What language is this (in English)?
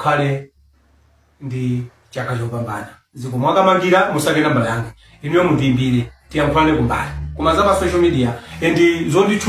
Nyanja